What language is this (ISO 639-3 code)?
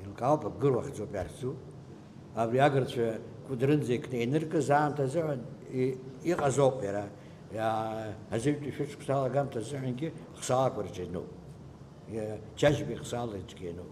abk